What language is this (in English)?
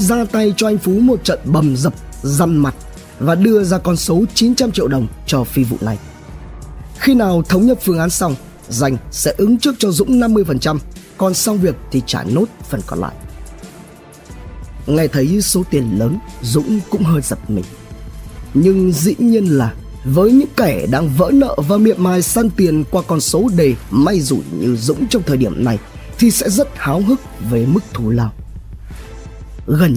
Vietnamese